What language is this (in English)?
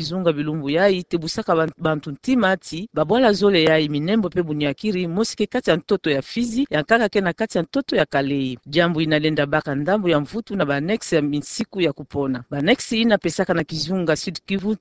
Kituba (Democratic Republic of Congo)